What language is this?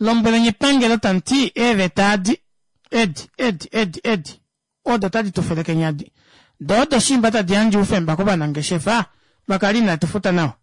Kuanyama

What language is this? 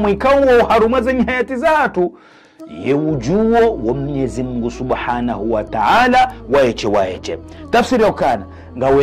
Ngazidja Comorian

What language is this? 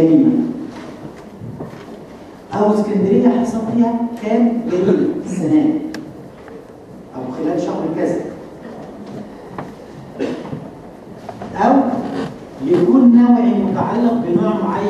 Egyptian Arabic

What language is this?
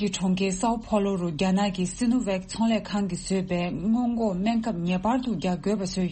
Tibetan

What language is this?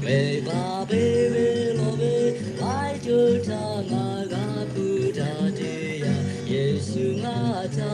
Lahu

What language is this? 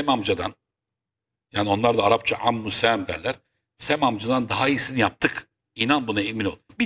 Turkish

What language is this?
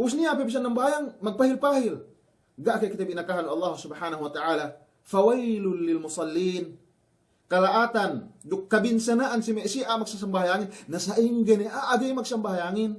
Yakan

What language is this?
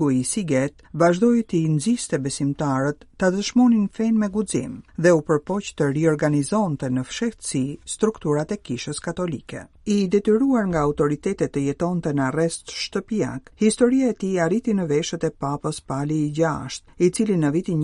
Albanian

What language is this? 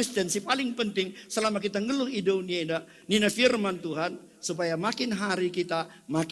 Batak Karo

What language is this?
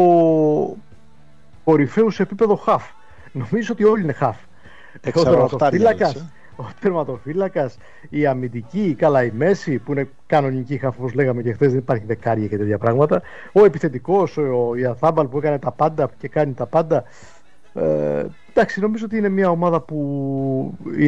Greek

